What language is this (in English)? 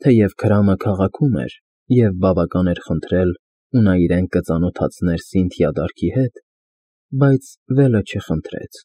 Armenian